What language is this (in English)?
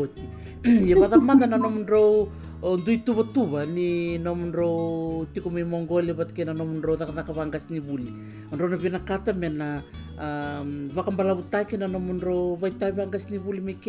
Fijian